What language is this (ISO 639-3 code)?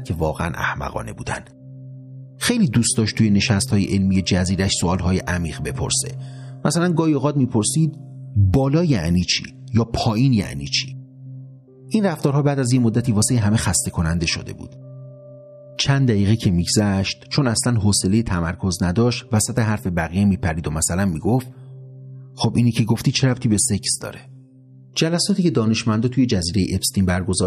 fas